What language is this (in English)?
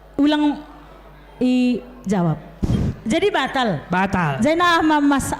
Batak Simalungun